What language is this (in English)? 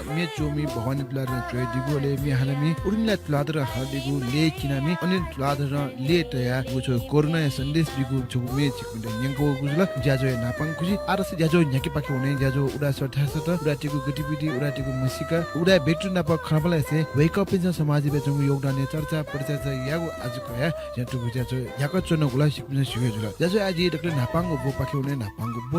Newari